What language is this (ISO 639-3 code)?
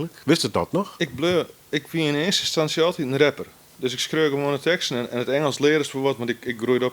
fry